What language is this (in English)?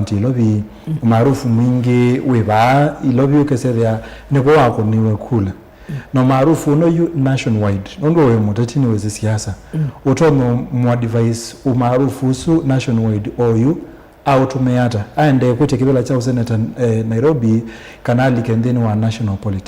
Kamba